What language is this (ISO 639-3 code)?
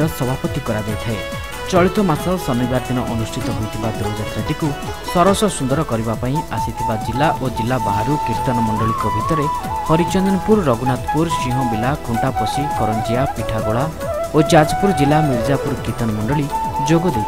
ori